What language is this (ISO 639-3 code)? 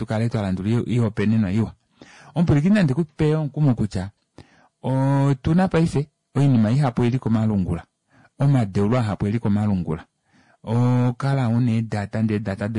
kua